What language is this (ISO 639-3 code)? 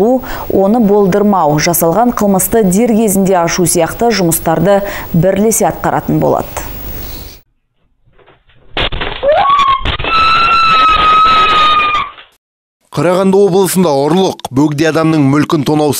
kaz